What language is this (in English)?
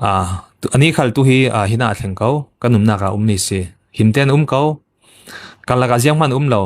Falam Chin